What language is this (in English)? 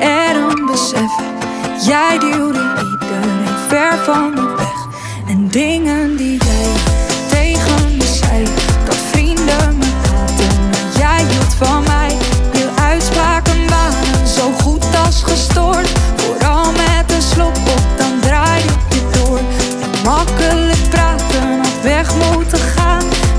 Dutch